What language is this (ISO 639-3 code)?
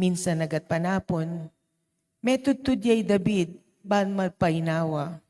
pam